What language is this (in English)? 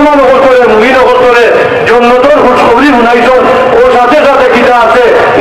Sylheti